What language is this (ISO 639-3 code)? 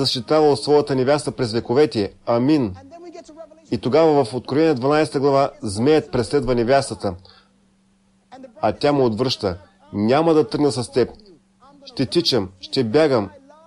bul